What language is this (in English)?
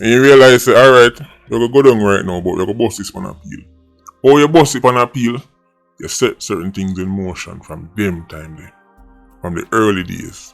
Jamaican Creole English